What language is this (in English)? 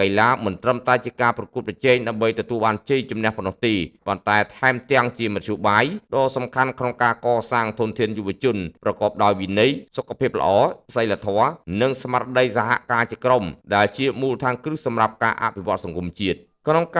Khmer